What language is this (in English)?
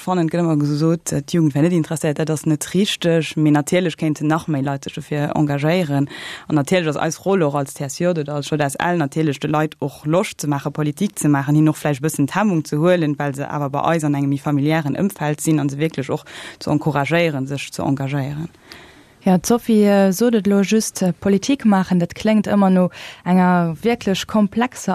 Luxembourgish